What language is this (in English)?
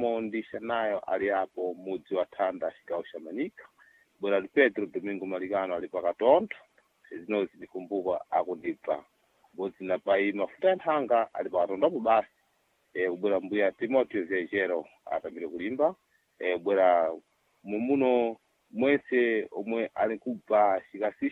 Sena